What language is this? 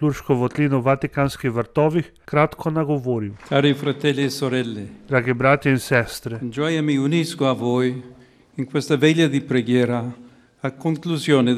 Slovenian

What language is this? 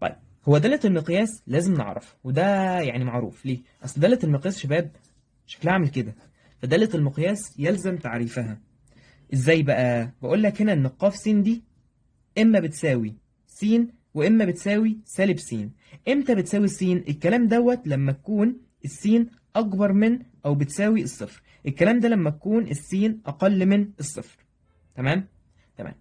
Egyptian Arabic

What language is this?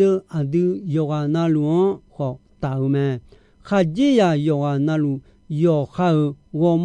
Akha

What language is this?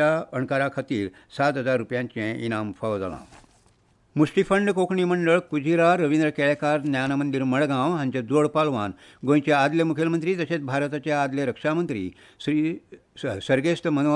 Konkani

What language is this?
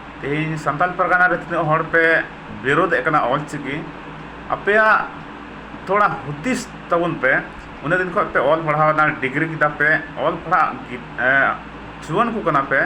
Santali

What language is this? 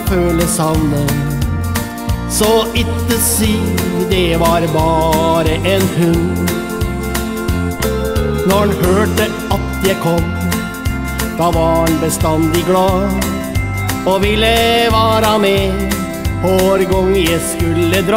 Norwegian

